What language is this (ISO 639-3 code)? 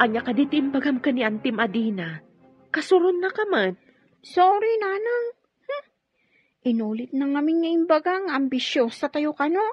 ilo